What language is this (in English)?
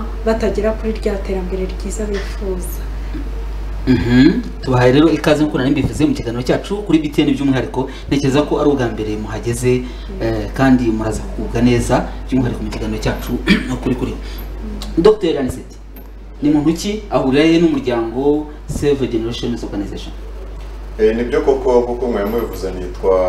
Kinyarwanda